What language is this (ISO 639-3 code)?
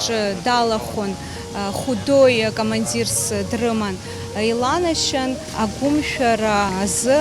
abk